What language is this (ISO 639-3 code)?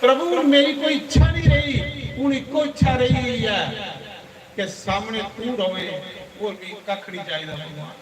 doi